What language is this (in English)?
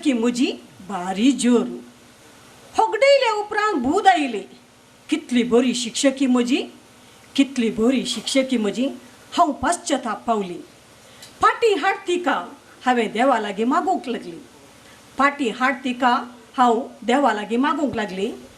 Konkani